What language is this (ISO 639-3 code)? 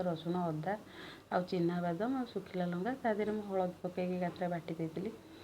ori